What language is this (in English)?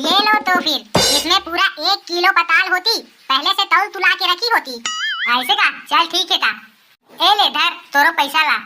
Chhattisgarhi